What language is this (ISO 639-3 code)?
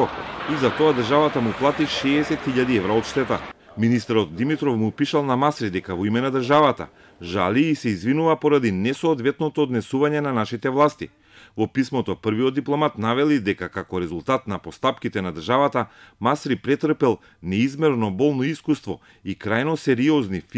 mkd